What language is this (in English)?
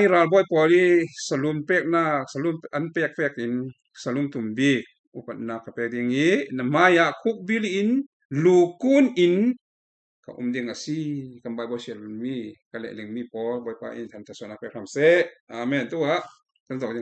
Falam Chin